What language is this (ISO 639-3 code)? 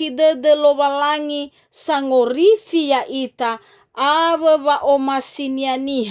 nia